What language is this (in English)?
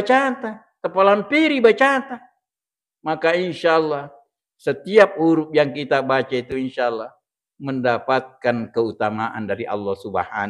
Buginese